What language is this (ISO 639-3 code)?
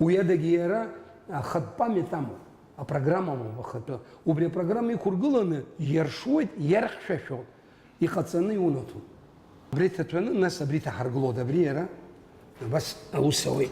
abk